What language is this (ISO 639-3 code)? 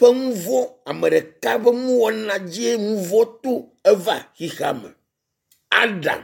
ewe